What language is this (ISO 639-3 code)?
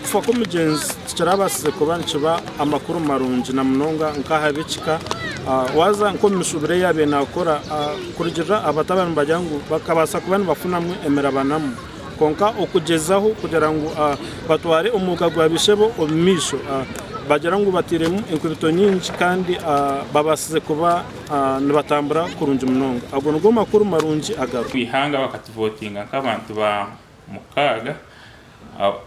nyn